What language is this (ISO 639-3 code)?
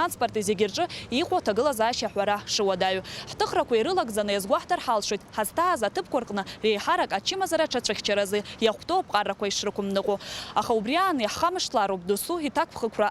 abk